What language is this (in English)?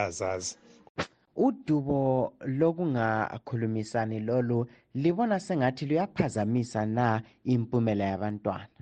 North Ndebele